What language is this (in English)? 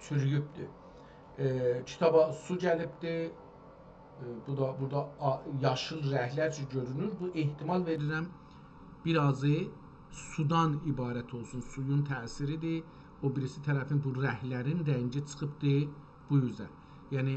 South Azerbaijani